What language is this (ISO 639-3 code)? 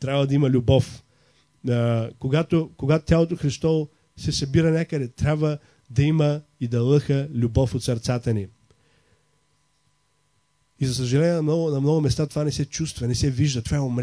bul